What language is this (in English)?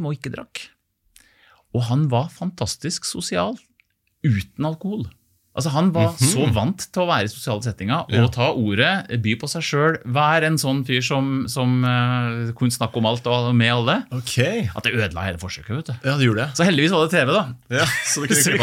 Norwegian